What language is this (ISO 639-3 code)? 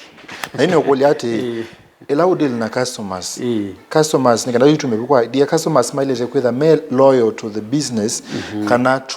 kam